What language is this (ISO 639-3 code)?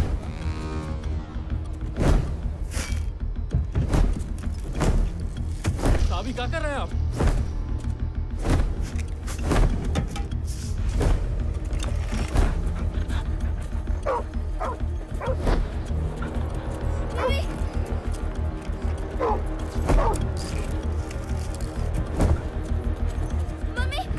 hin